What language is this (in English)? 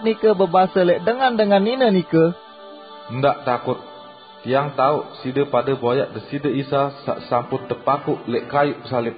Sasak